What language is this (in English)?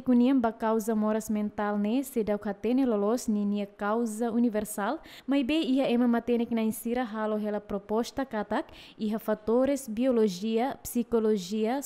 Tetum